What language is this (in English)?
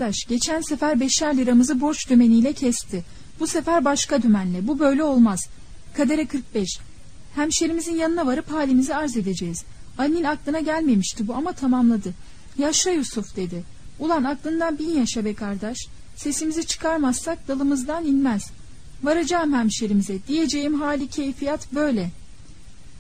Turkish